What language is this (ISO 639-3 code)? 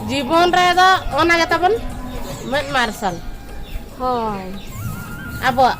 sat